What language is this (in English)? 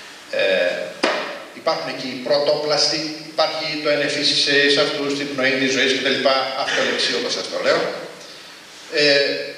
Greek